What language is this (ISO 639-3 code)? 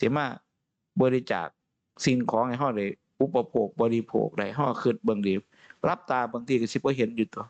tts